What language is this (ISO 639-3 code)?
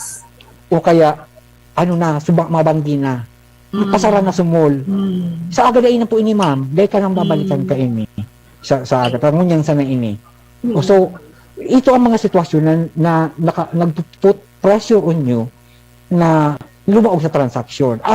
bik